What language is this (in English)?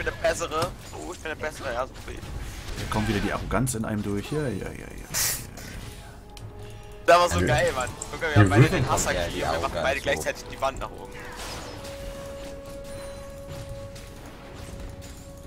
German